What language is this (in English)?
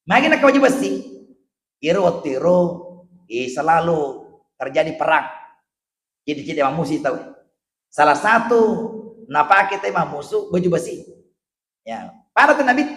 Buginese